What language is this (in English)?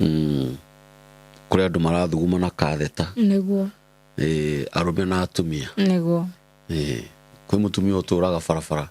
Kikuyu